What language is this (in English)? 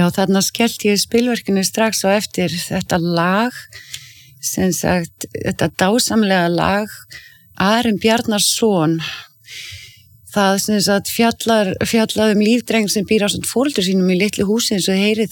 Icelandic